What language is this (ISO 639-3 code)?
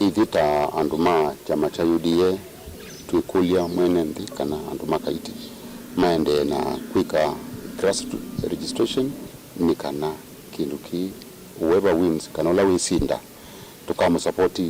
kam